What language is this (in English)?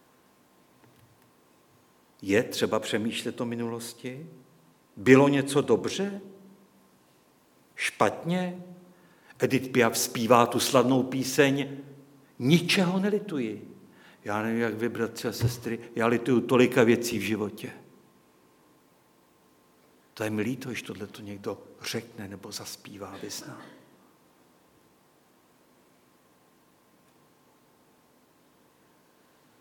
Czech